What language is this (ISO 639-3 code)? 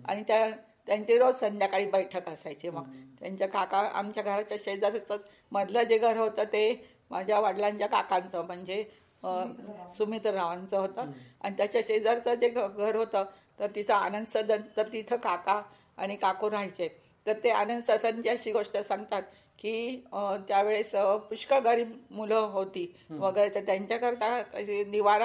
mar